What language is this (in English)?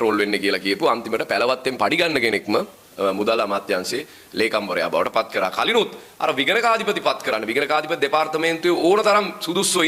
Sinhala